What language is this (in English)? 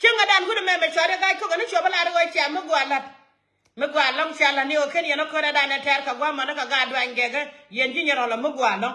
Nuer